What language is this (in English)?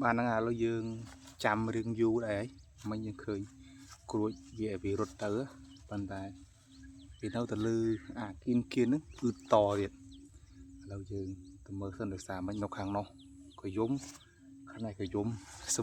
Khmer